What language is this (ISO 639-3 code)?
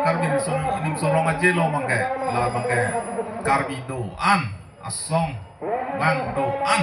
mjw